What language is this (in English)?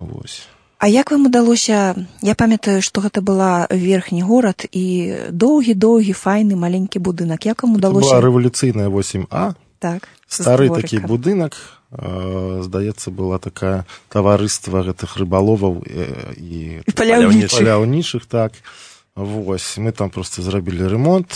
Belarusian